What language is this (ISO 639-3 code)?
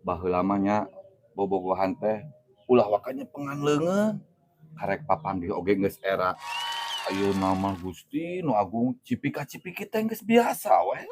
sun